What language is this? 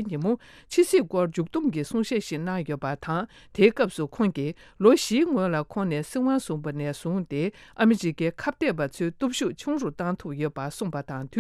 Tibetan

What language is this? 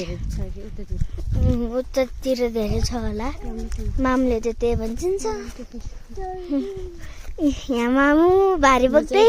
Nepali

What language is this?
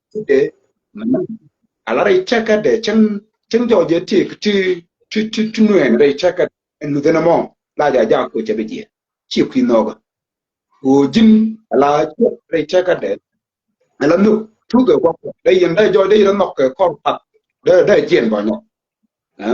Nuer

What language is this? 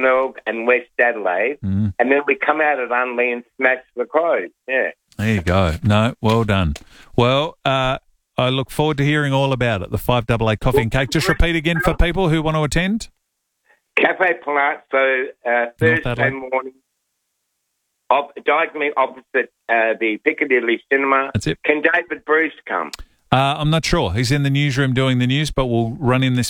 English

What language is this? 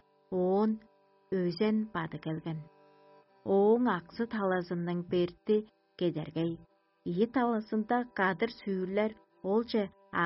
Tuvinian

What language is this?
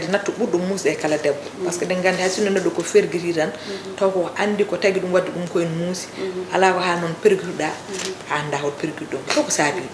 Fula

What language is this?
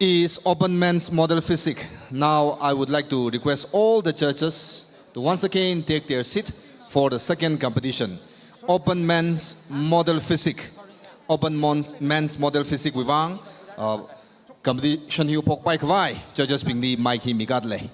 Tangkhul Naga (India)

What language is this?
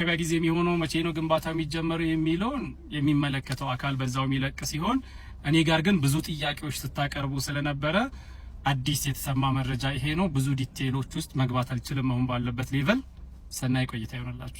Amharic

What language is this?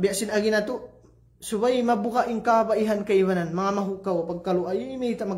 Tausug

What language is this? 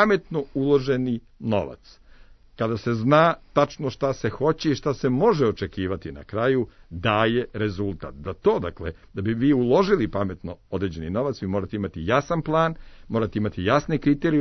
Serbian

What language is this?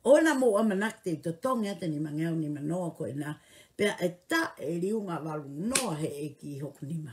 Tongan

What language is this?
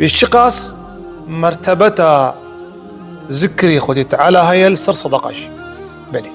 Kurdish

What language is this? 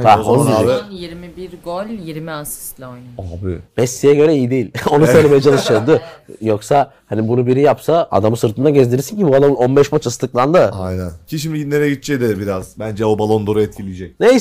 Turkish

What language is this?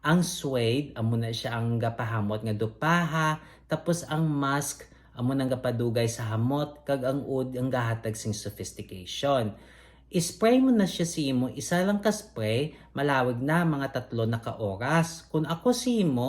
Hiligaynon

